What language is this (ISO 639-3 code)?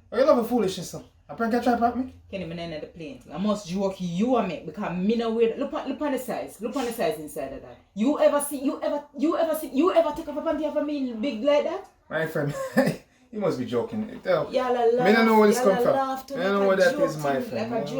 jam